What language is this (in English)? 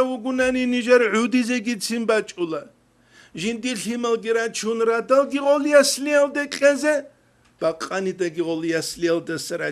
Avaric